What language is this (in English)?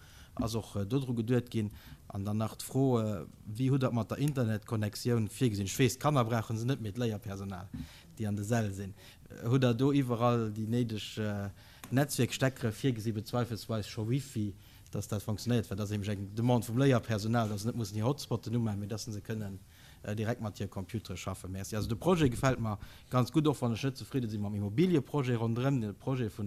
Luxembourgish